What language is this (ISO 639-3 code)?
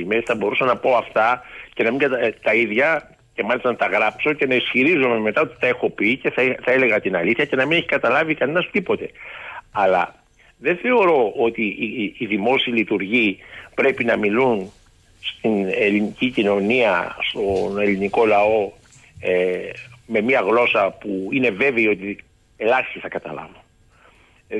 ell